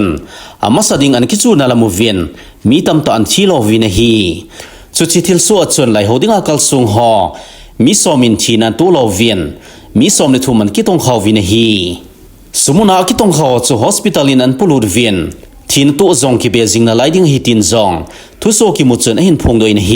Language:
Thado Chin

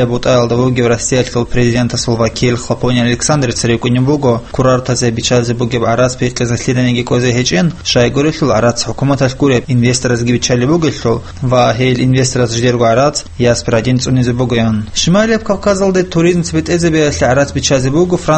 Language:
Avaric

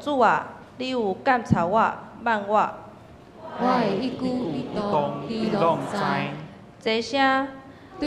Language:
Min Nan Chinese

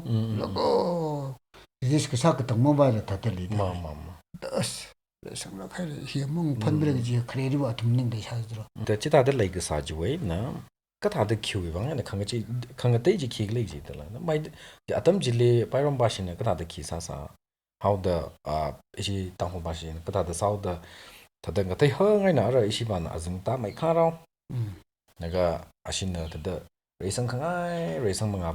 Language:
Tangkhul Naga (India)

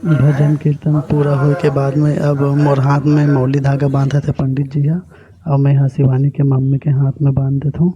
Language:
Chhattisgarhi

